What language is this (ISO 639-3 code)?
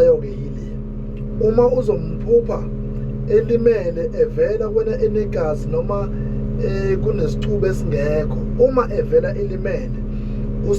zul